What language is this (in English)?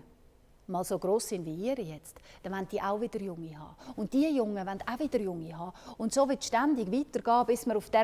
Swiss German